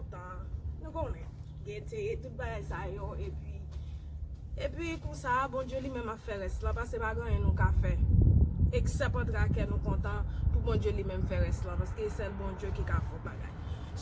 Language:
Haitian Creole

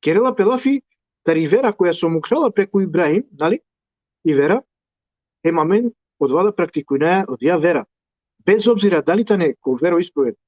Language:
Balkan Romani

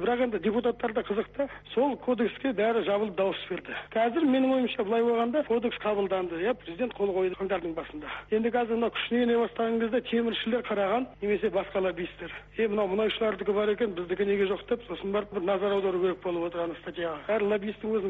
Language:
Kazakh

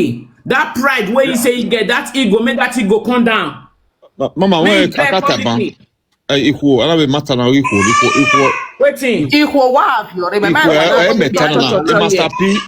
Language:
Nigerian Pidgin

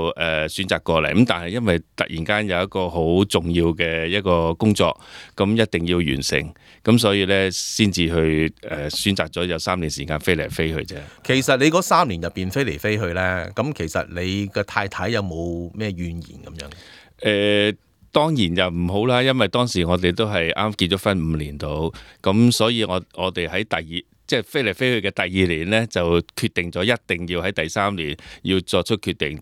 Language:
Cantonese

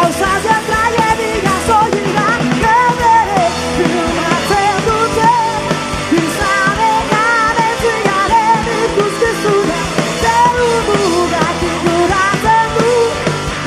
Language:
Basque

